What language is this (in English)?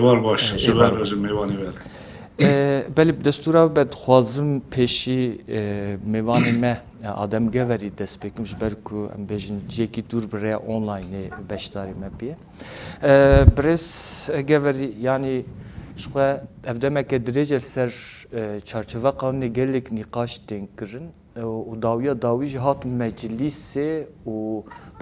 Kurdish